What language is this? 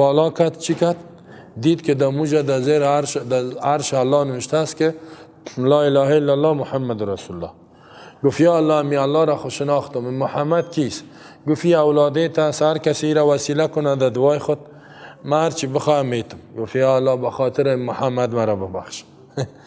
Persian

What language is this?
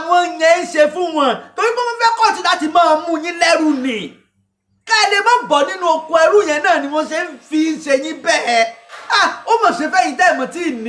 Yoruba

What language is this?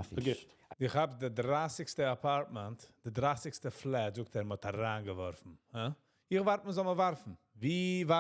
Yiddish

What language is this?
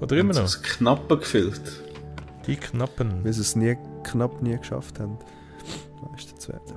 Swiss German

